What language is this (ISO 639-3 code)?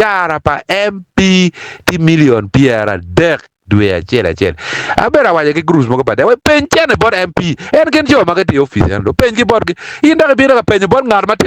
ach